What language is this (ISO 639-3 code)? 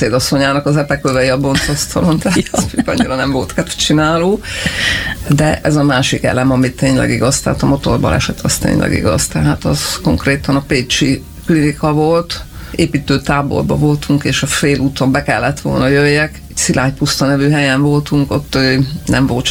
hun